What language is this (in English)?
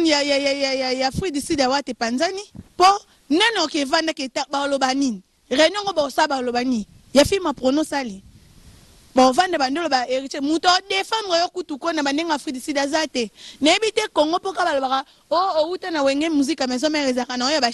Lingala